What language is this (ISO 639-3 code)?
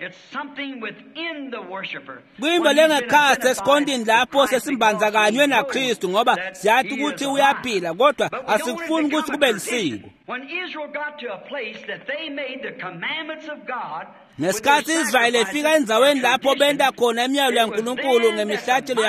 ssw